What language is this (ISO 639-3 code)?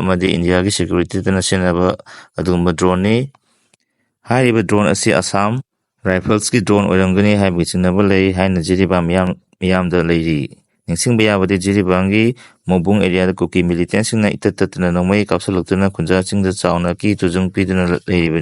mni